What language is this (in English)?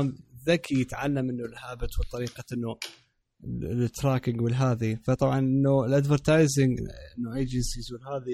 Mesopotamian Arabic